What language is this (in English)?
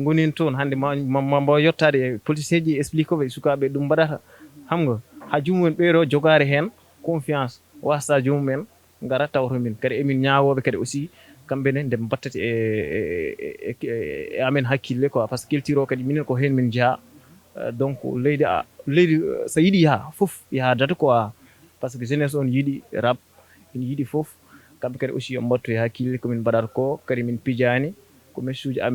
Fula